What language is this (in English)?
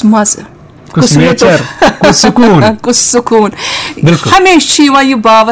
Kashmiri